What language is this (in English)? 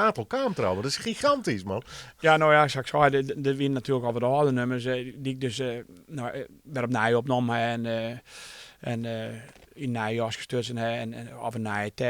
Western Frisian